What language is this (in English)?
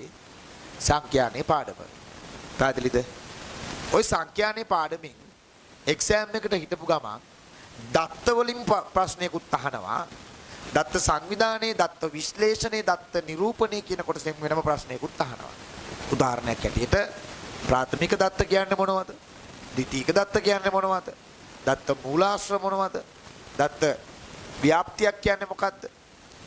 Sinhala